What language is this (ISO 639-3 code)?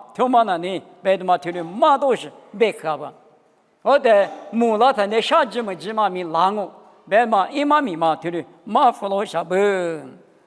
lis